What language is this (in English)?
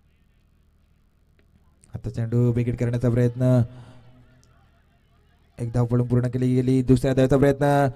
Marathi